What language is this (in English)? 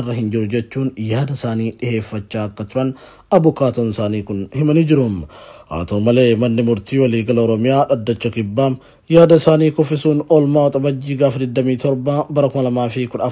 Oromo